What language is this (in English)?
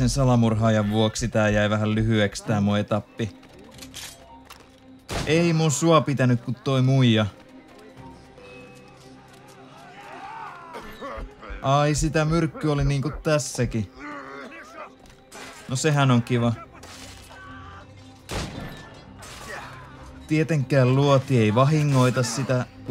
Finnish